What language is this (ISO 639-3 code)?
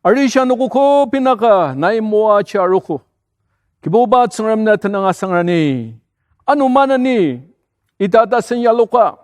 njo